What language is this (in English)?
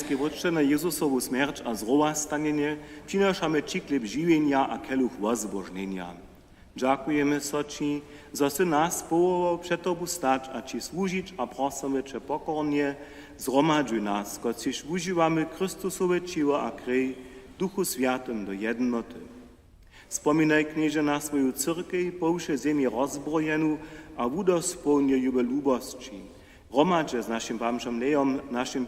Upper Sorbian